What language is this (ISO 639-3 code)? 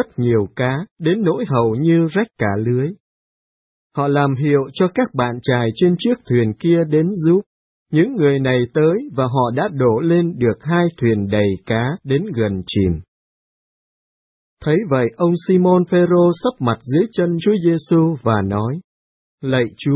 vie